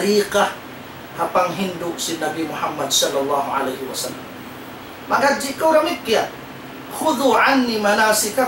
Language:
Tausug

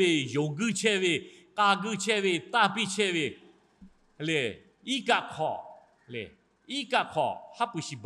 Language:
Lahu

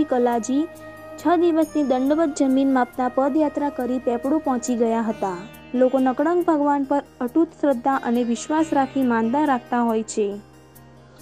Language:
Gujarati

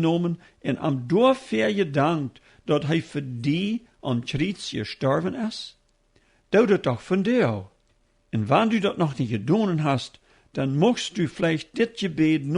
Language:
Plautdietsch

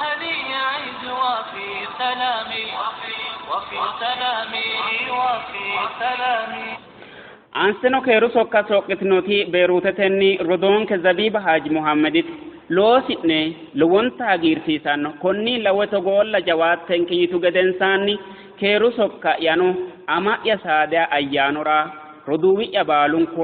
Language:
Sidamo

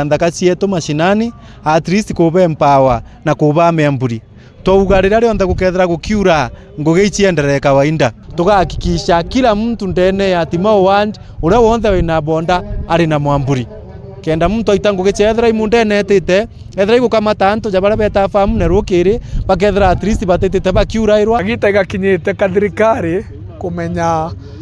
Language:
Meru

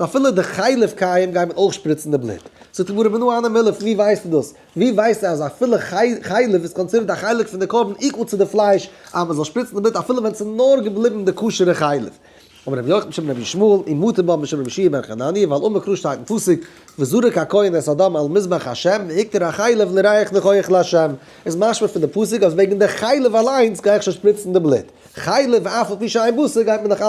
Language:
Yiddish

